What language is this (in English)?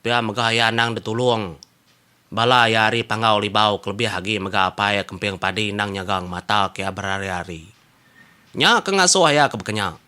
Iban